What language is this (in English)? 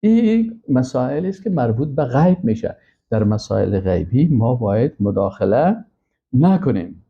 Persian